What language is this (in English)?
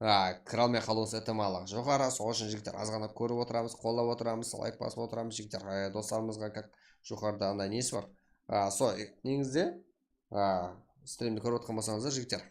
Kara-Kalpak